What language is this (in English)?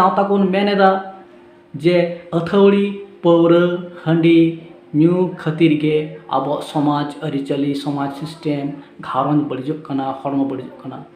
Santali